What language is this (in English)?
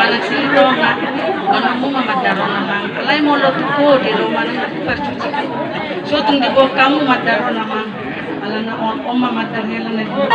Batak Toba